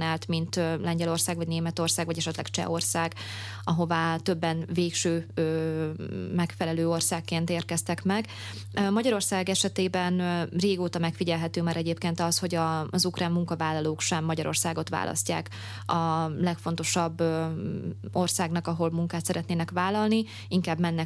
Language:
Hungarian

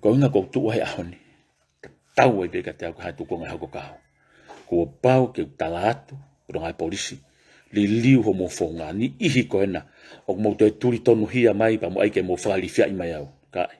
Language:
Tongan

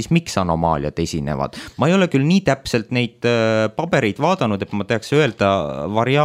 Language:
Estonian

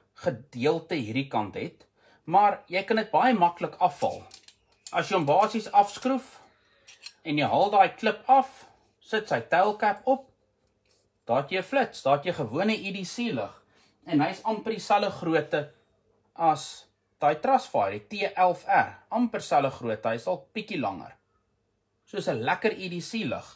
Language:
Afrikaans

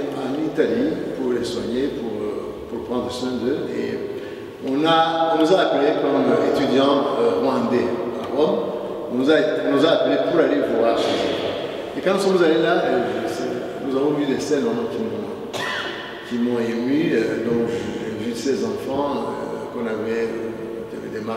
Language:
French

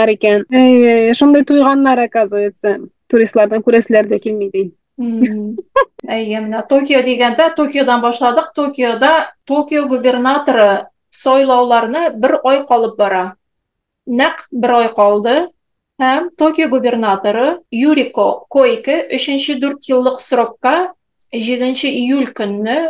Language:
Tatar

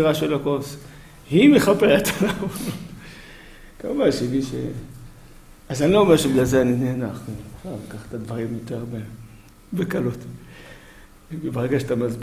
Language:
Hebrew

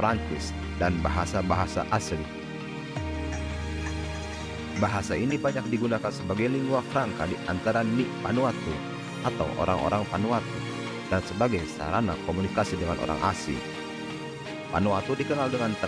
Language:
Indonesian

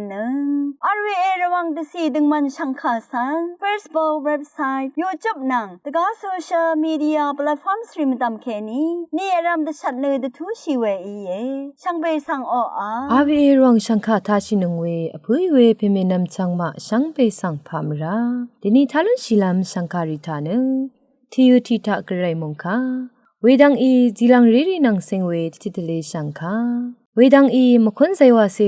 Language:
Rawang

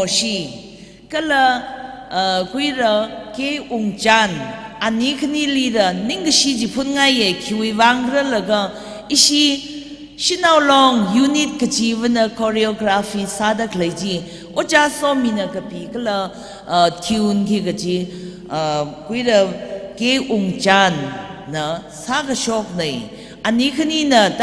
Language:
Tangkhul Naga (India)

